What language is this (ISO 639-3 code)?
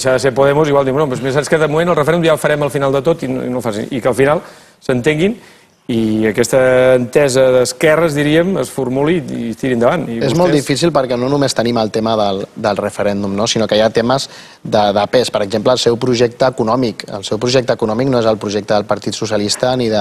cat